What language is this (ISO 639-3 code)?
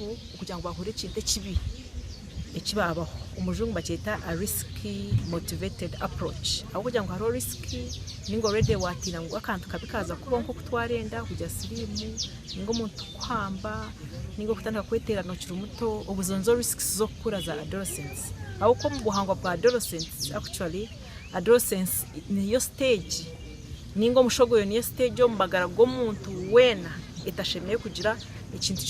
nyn